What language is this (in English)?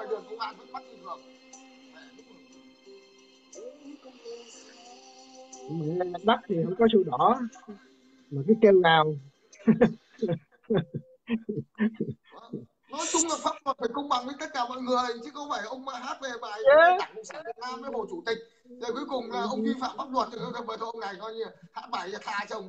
Vietnamese